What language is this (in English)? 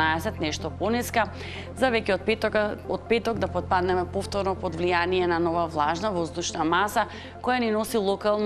Macedonian